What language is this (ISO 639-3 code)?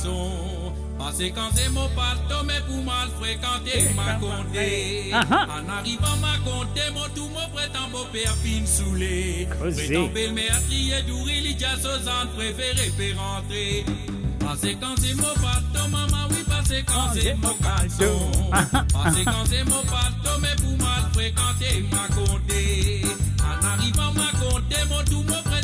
mfe